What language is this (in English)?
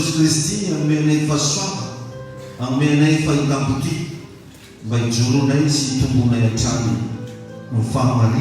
Malagasy